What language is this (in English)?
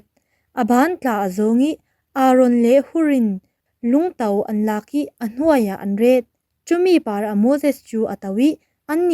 Falam Chin